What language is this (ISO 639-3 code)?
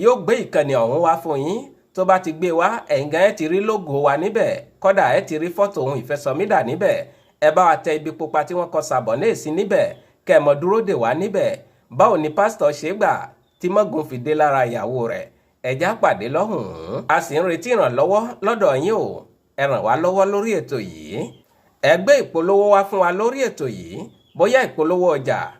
yor